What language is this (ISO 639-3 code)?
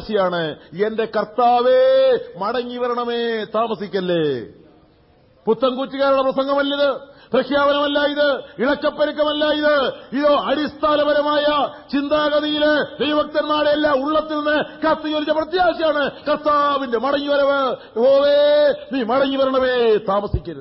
mal